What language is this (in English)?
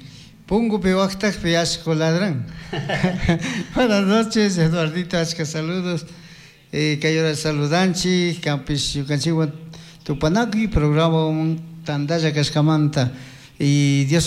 Chimborazo Highland Quichua